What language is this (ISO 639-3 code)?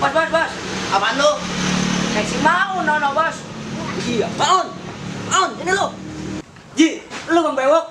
bew